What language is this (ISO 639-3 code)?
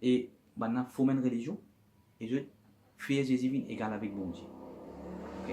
mfe